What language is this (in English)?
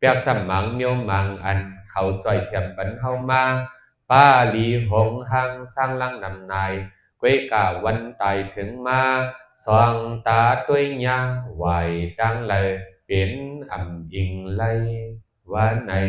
Shan